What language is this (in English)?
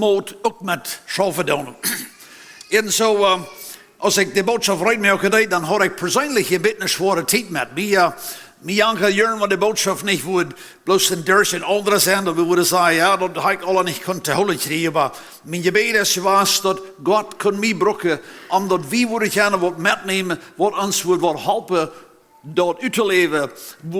Plautdietsch